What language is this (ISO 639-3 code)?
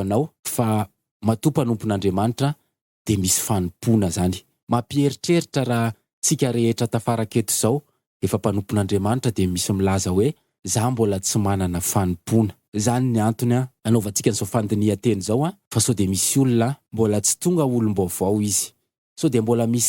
mlg